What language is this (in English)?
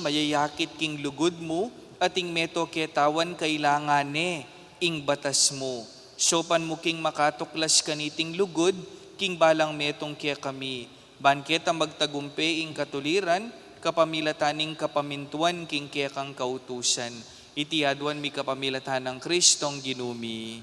Pampanga